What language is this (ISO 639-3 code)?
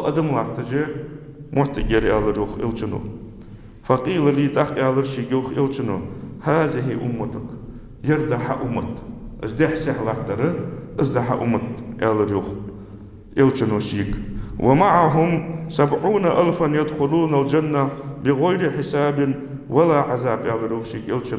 inh